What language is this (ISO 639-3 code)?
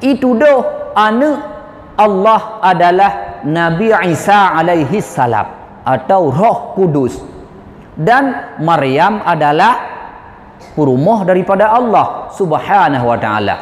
ace